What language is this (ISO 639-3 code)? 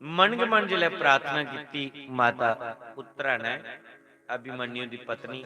doi